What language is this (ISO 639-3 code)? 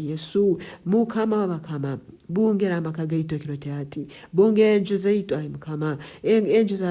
nyn